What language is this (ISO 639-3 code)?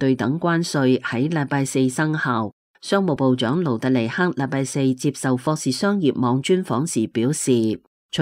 yue